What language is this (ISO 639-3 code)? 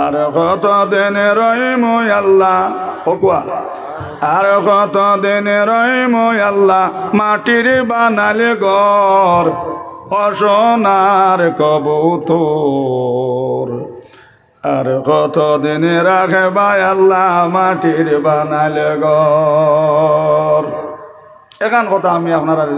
syl